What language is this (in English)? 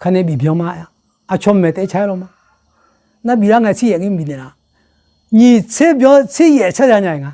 Akha